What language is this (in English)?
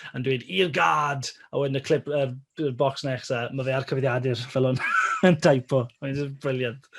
Welsh